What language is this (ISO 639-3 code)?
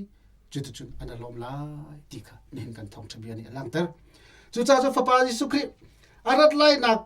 cnh